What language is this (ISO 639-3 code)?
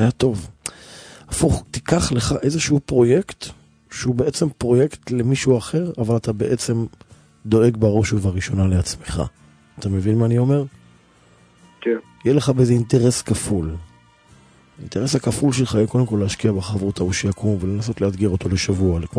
heb